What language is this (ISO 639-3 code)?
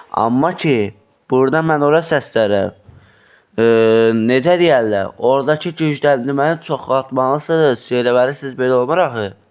aze